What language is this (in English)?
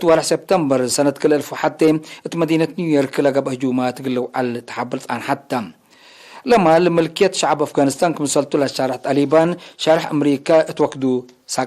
Tigre